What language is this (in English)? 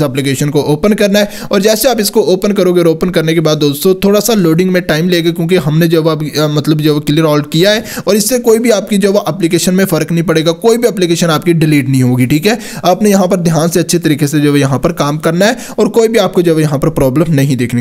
Hindi